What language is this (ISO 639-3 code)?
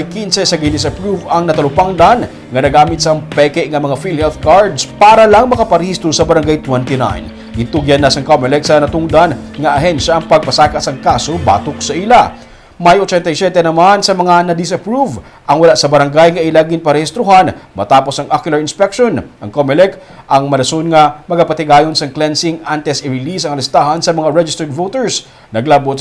hil